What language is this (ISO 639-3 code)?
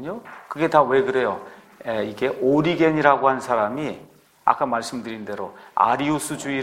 kor